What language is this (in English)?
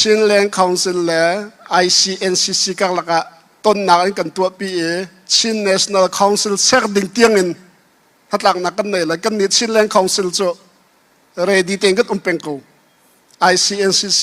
Hakha Chin